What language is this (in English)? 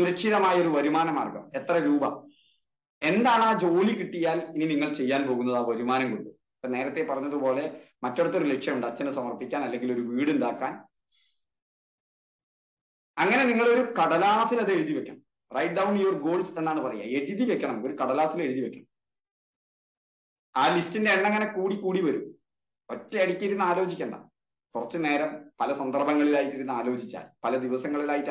Malayalam